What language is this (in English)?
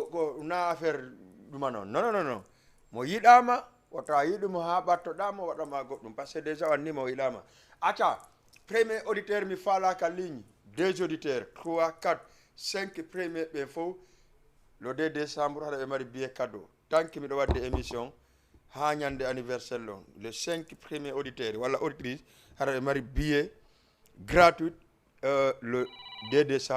Fula